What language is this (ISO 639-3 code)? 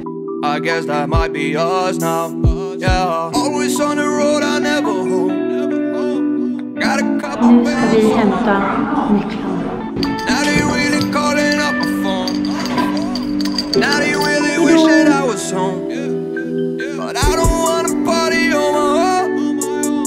swe